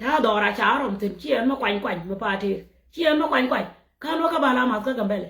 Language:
Nuer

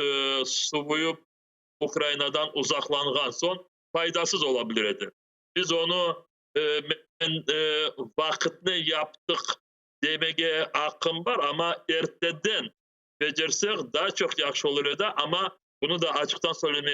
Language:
Crimean Tatar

